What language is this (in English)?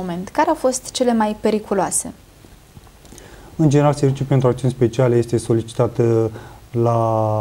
Romanian